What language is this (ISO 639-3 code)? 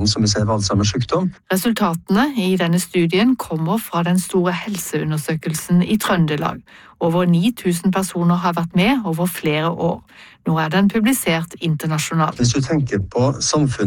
nor